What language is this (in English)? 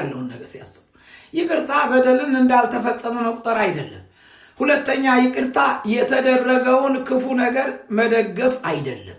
Amharic